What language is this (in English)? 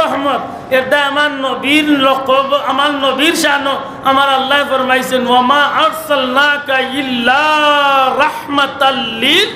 Sylheti